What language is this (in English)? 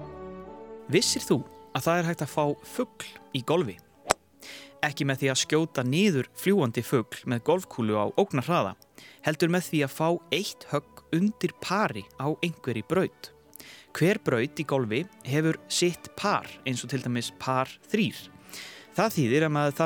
Icelandic